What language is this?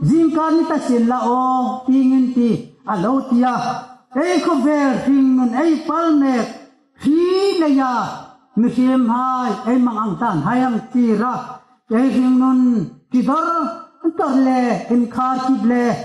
Hmar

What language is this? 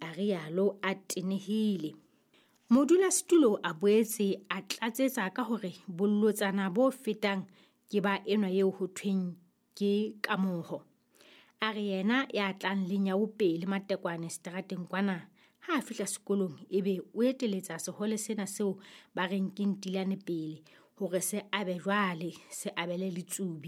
Southern Sotho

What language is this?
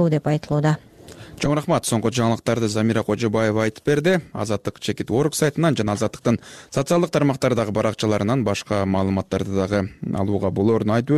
Kyrgyz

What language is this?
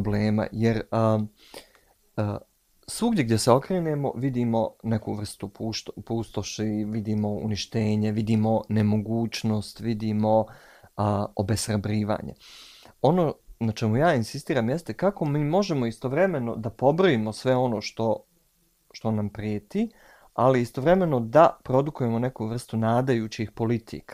Bosnian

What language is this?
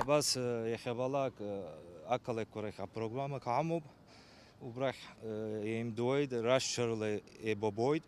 Abkhazian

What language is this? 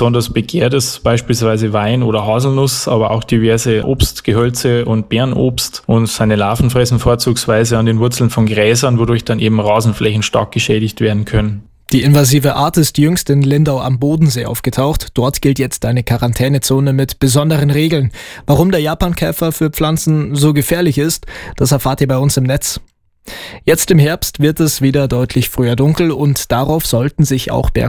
German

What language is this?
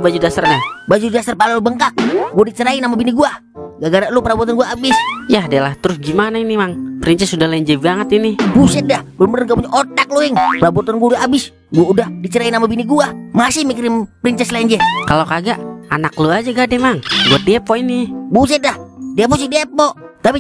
Betawi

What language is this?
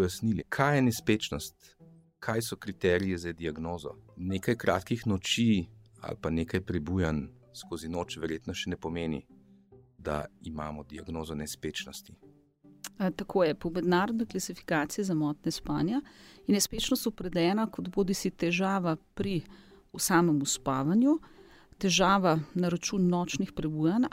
Slovenian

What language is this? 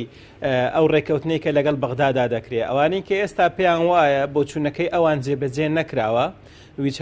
Central Kurdish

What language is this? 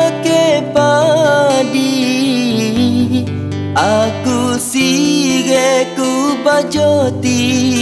Malay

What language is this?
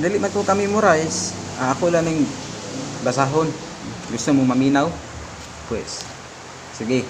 Cebuano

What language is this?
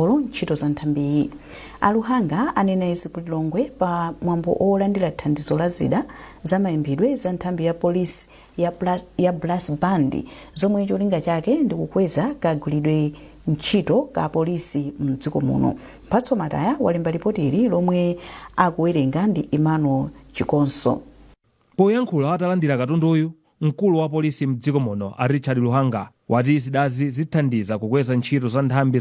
Nyanja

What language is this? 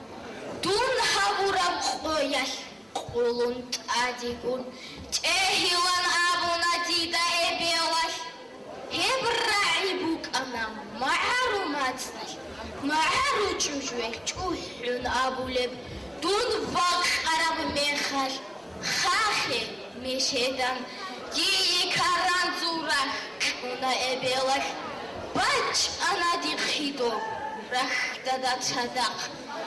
Avaric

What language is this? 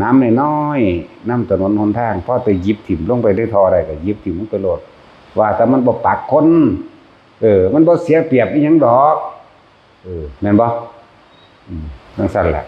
Northeastern Thai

